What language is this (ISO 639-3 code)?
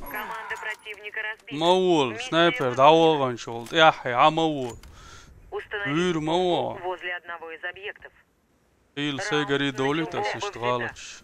che